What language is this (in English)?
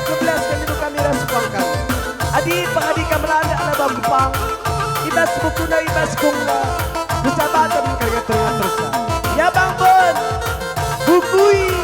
Batak Karo